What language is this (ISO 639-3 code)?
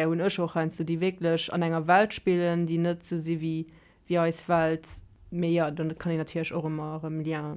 ltz